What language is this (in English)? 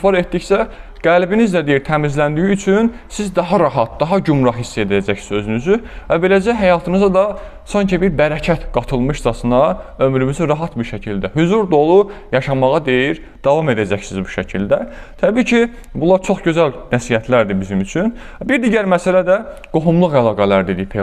Azerbaijani